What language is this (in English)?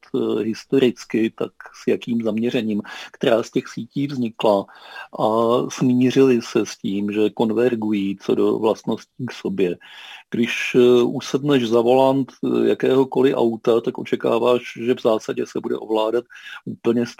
Czech